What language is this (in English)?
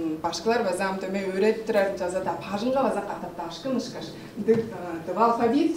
Tuvinian